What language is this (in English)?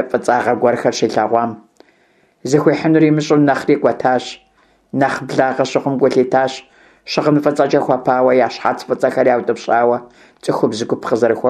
Kabardian